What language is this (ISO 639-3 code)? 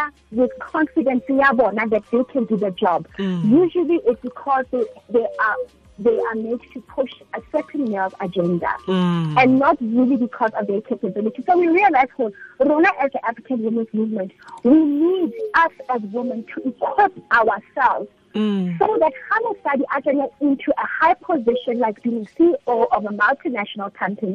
tsn